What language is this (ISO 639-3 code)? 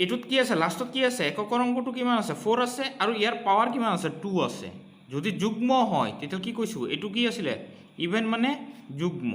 asm